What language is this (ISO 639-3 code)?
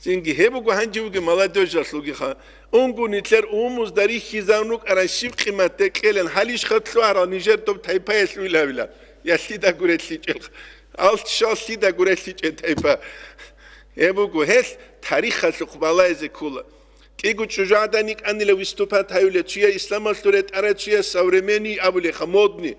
ava